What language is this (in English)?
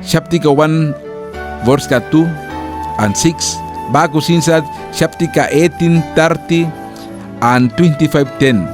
Mískito